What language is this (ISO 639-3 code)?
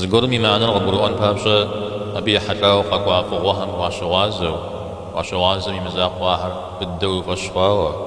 kbd